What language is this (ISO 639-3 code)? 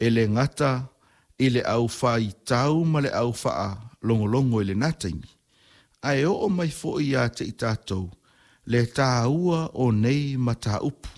smo